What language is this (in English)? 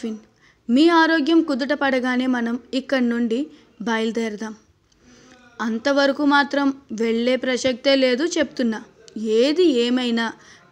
Telugu